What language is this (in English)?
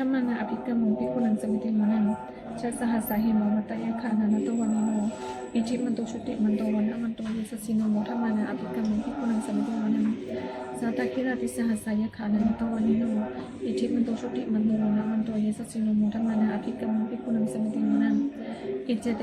Pali